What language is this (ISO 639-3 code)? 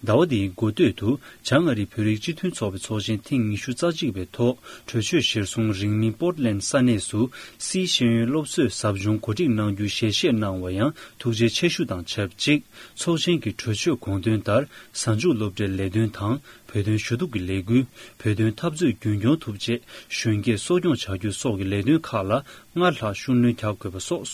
bod